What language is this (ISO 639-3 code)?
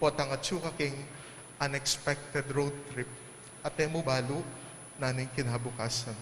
pam